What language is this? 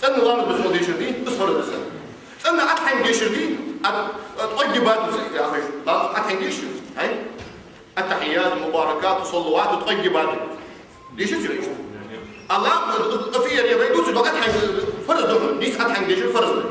Ingush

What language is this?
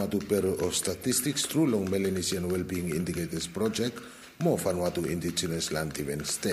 Bislama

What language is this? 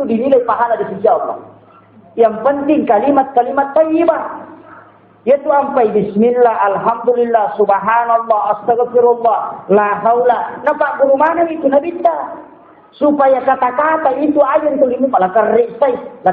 Buginese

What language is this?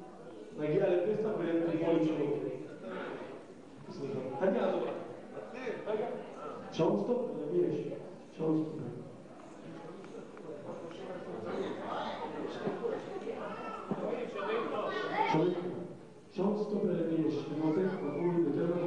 Hebrew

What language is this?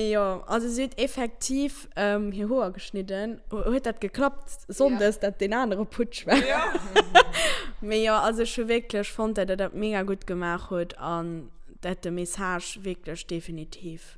Luxembourgish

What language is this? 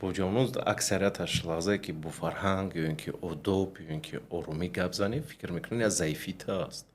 Tajik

